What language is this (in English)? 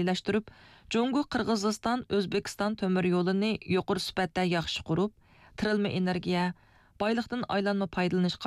Uyghur